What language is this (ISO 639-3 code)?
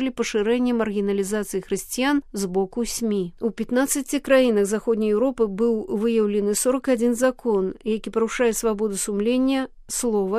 bel